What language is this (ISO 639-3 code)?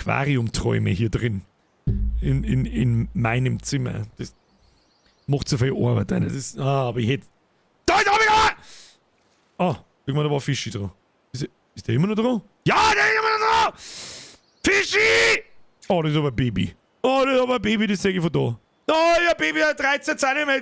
bar